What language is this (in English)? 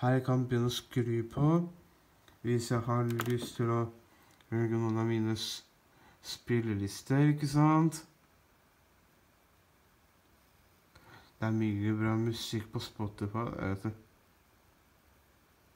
Norwegian